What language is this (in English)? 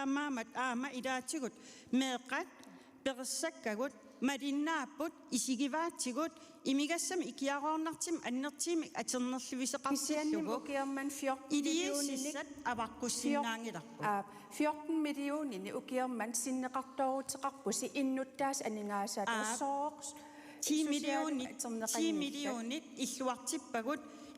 Kalaallisut